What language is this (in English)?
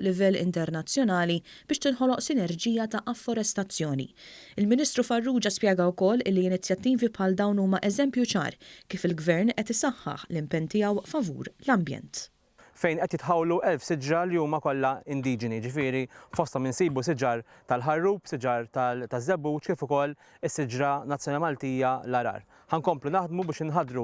Maltese